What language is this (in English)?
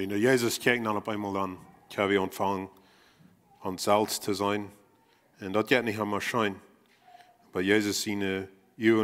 Plautdietsch